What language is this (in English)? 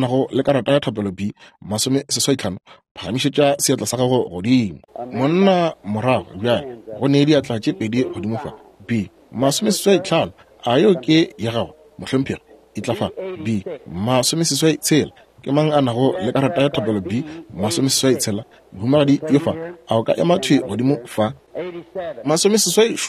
Northern Sotho